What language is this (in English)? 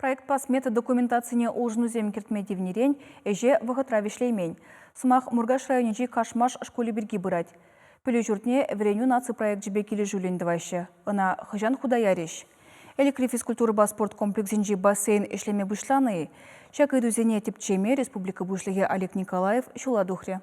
Chuvash